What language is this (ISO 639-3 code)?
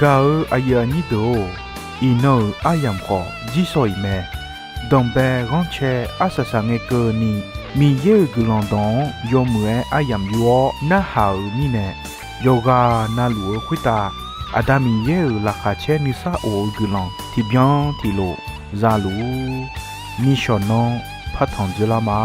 ahk